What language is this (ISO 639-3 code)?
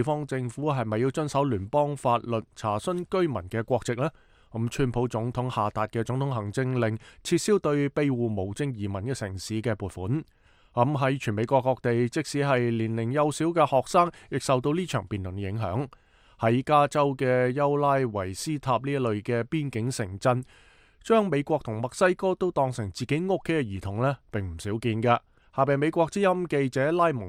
yue